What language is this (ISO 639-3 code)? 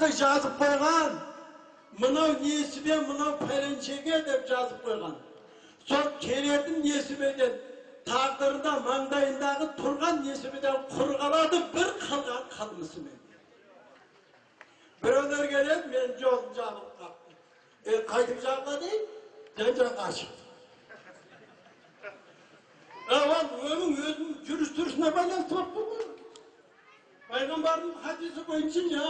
kaz